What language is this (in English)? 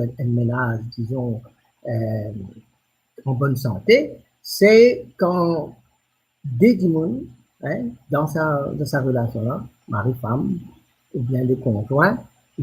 Morisyen